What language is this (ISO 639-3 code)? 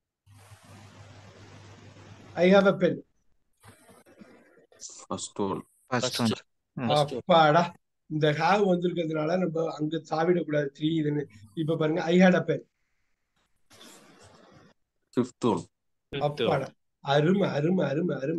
tam